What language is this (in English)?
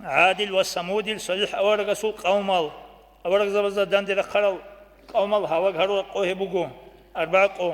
Avaric